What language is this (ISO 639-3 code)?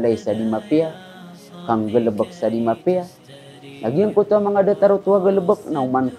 mrw